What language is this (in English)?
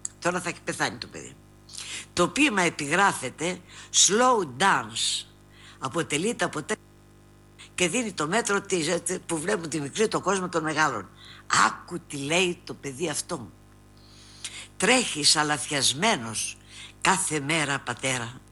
Greek